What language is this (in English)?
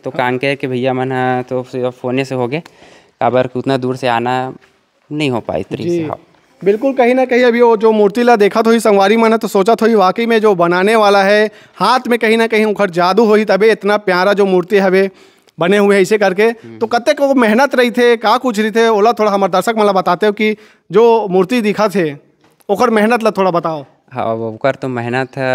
Chhattisgarhi